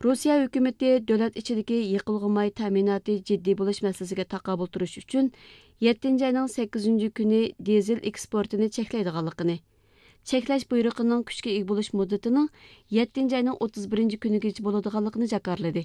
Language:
Uyghur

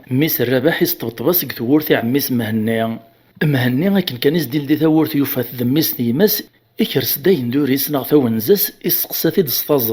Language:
Kabyle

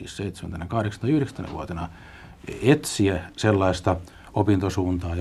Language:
Finnish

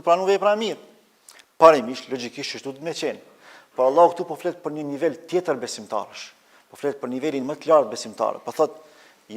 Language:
Albanian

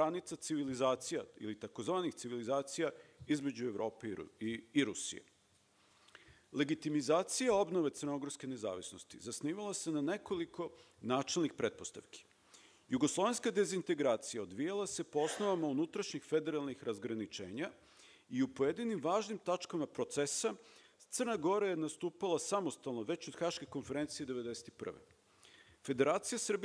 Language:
Serbian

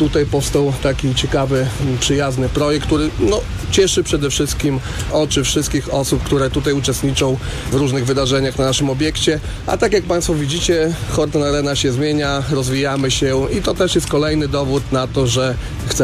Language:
Polish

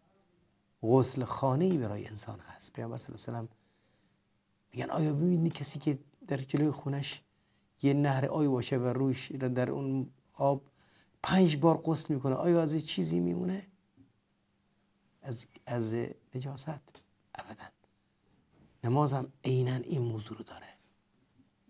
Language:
Persian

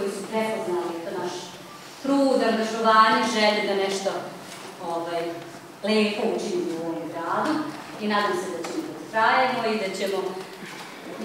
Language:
Serbian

